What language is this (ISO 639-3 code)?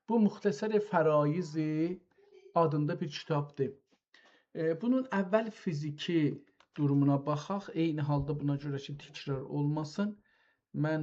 azb